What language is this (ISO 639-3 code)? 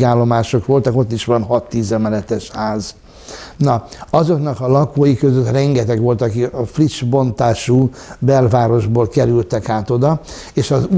hun